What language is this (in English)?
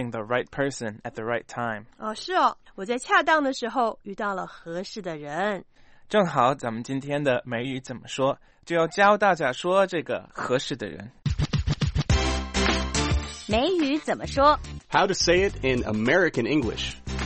Chinese